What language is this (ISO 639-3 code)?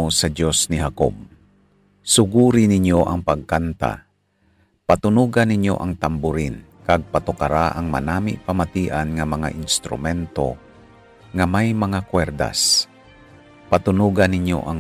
hil